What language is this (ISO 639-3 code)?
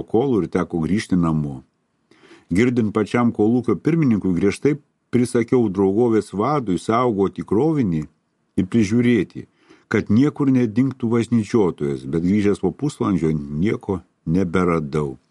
lit